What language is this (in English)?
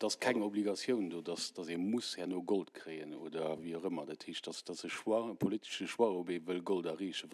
Luxembourgish